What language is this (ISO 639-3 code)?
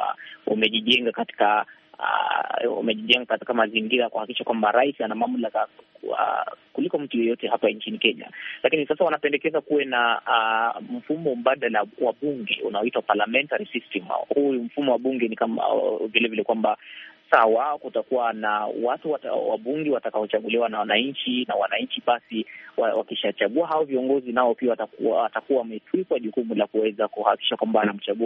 swa